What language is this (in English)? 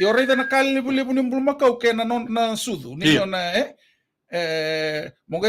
Fijian